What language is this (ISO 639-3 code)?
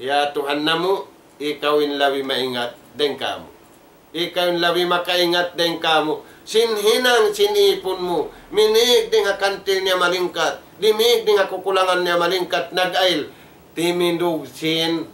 tsg